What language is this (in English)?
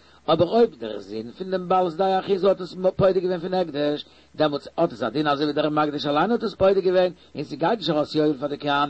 Yiddish